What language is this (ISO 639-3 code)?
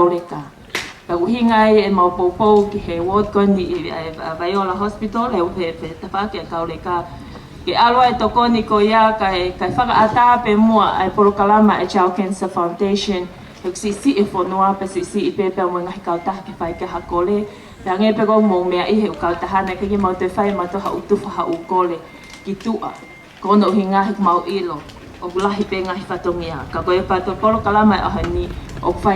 ton